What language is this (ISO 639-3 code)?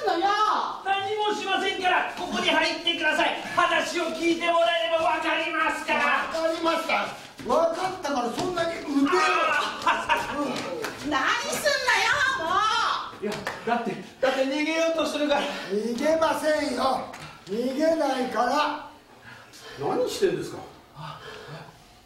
jpn